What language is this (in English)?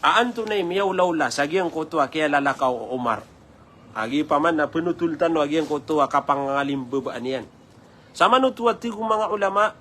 Maranao